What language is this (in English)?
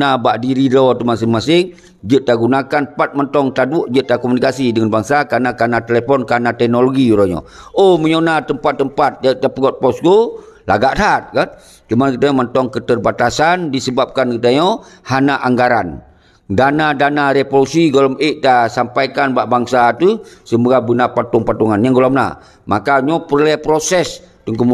Achinese